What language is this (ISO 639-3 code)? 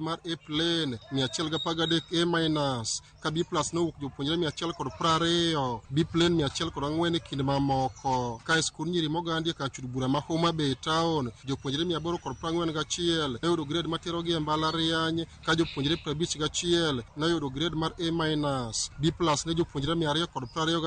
luo